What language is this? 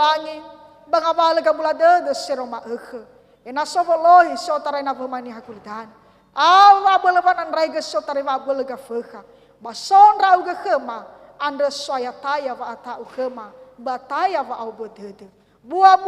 Nias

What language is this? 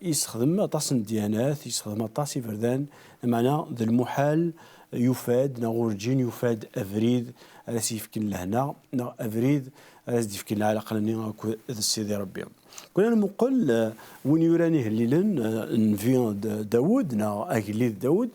Kabyle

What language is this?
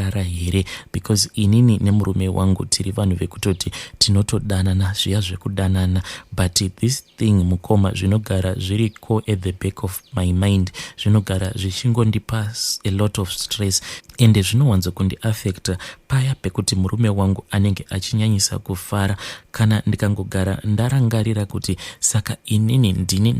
Shona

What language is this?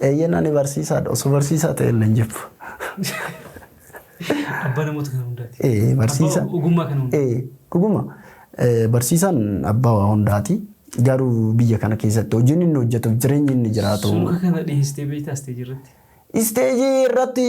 Oromo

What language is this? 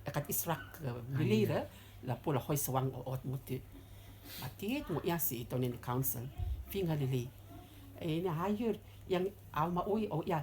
Rotuman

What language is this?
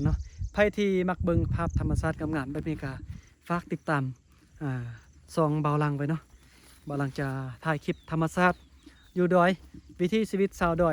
Lao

